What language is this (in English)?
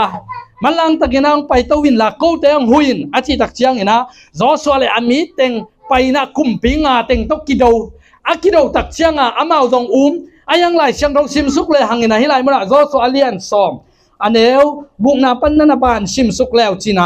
Tedim Chin